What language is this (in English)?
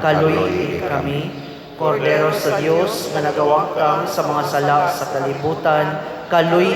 Cebuano